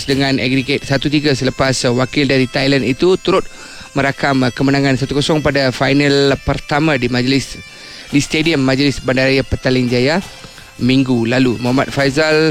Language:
Malay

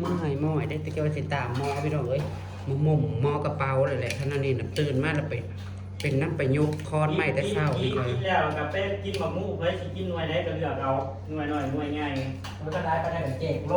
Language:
Northeastern Thai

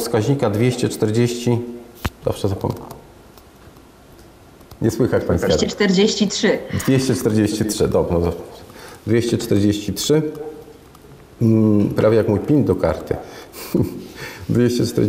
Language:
Polish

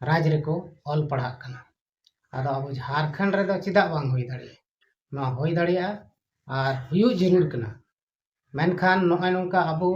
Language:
Santali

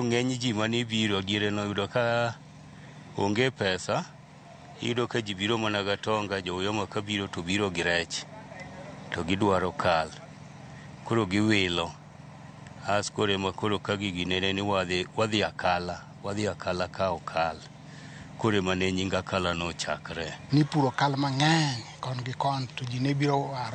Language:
Luo (Kenya and Tanzania)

